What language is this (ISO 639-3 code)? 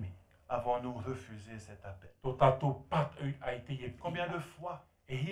tah